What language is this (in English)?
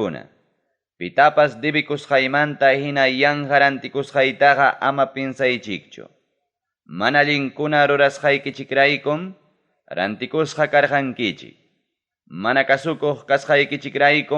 Ayacucho Quechua